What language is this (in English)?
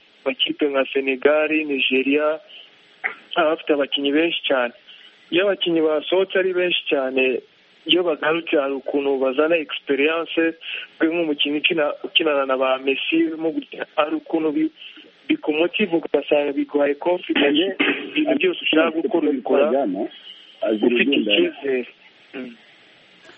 Kinyarwanda